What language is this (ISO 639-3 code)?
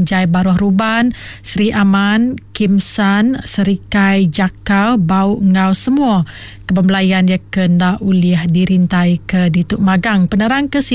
iba